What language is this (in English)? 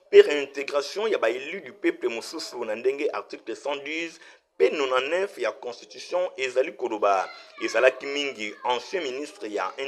Lingala